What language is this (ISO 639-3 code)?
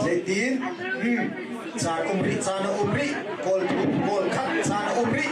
cnh